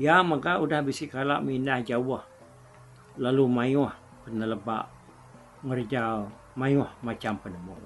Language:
Iban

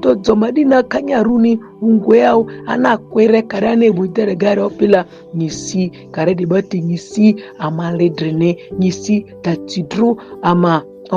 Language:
Ma'di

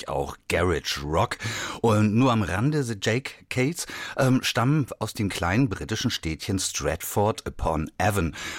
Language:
German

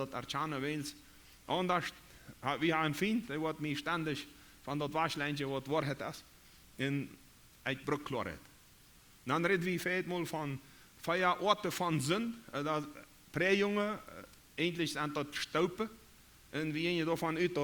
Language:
Plautdietsch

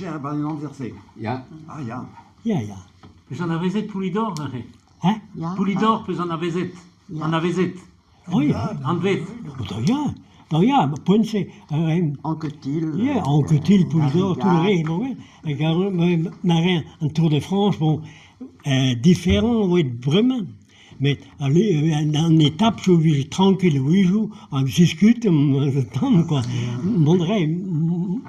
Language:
Breton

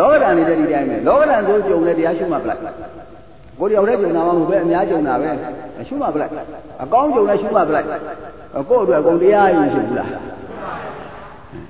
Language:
Burmese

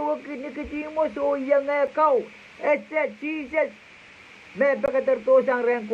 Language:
Pohnpeian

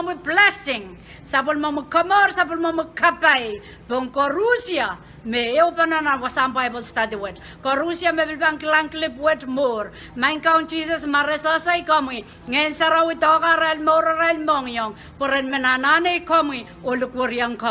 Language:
Pohnpeian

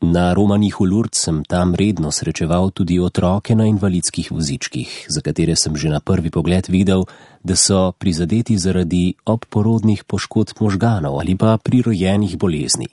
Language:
Slovenian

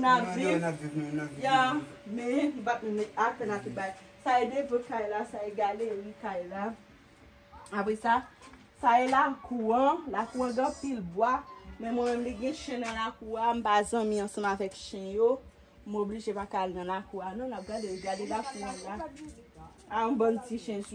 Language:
Haitian Creole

